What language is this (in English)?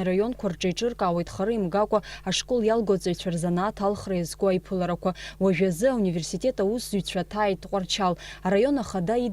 Abkhazian